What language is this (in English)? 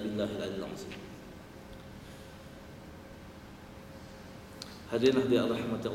Malay